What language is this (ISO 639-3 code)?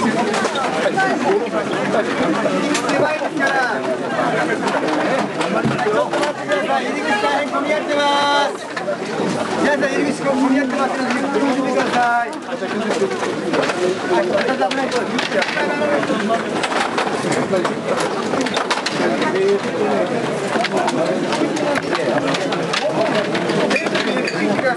jpn